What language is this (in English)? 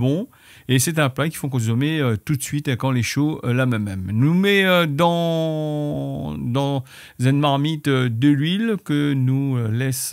Réunion Creole French